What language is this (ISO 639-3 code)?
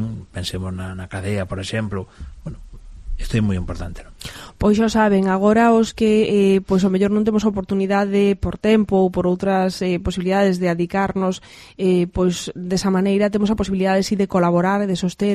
glg